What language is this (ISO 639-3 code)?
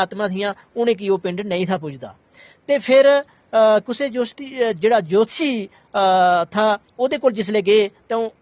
doi